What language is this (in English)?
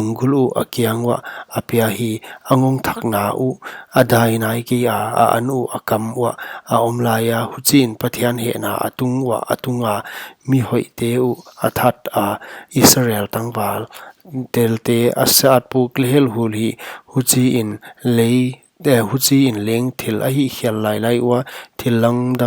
Paite Chin